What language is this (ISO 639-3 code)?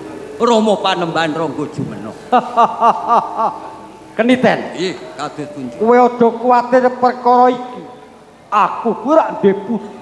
jav